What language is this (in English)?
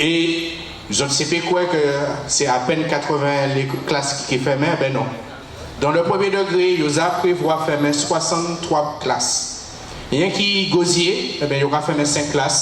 Guadeloupean Creole French